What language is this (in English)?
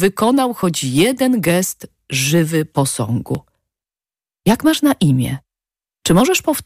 Polish